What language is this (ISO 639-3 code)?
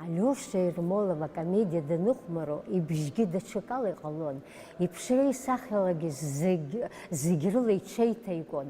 abk